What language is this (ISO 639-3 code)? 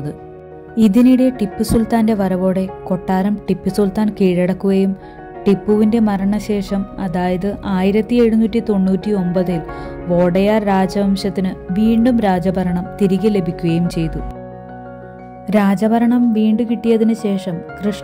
mal